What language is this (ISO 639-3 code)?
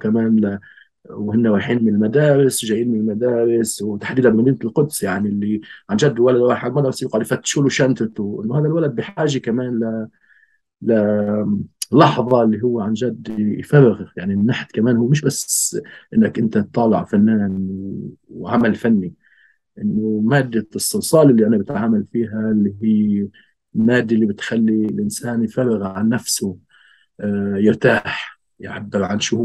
apc